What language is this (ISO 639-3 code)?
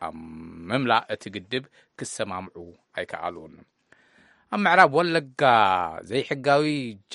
tir